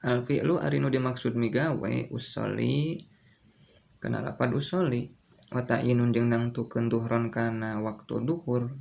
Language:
Sundanese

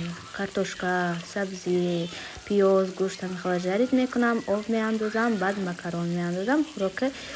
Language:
Tajik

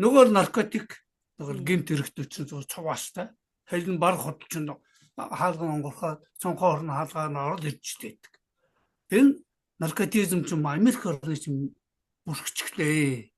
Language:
Mongolian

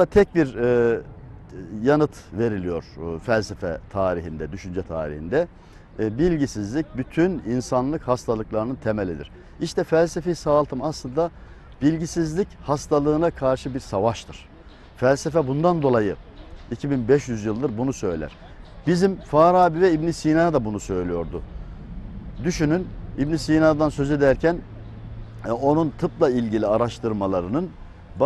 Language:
Turkish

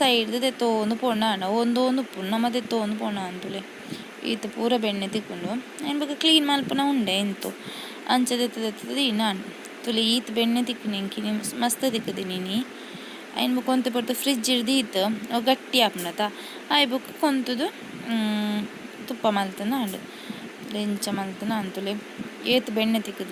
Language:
Tulu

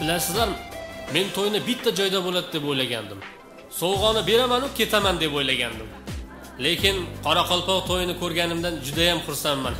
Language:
Kara-Kalpak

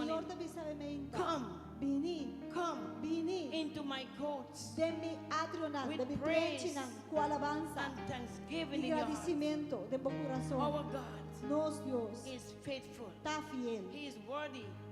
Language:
Papiamento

